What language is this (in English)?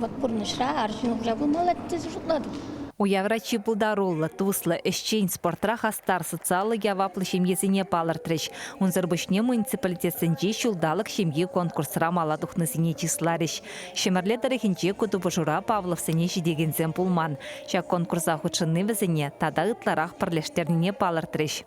Chuvash